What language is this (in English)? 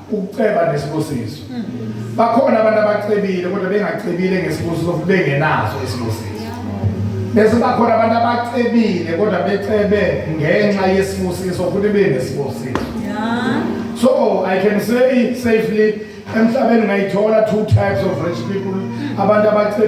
Zulu